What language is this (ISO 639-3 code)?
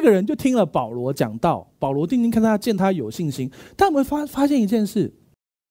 zho